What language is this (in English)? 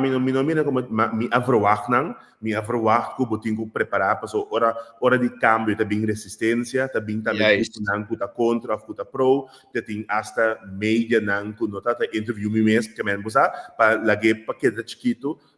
Papiamento